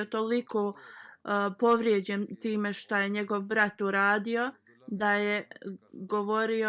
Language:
Bosnian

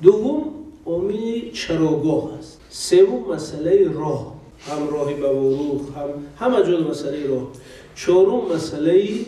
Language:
Tajik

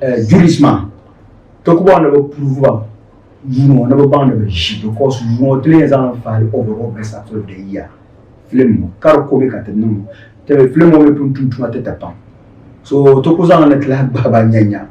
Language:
Dagbani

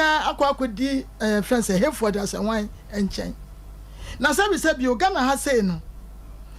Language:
Akan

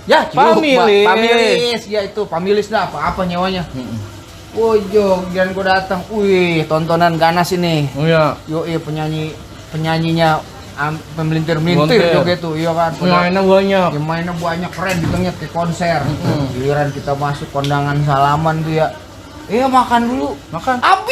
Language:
Betawi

